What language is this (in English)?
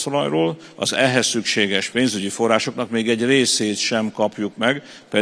Hungarian